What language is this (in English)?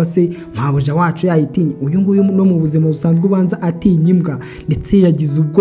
Kinyarwanda